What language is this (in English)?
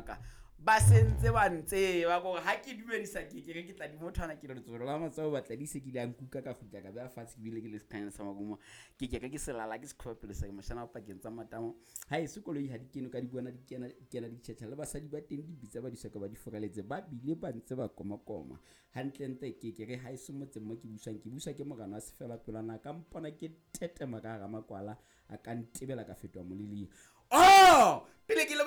Southern Sotho